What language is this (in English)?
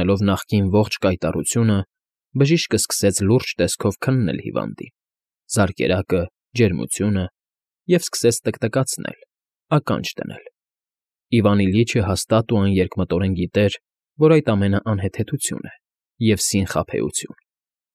Armenian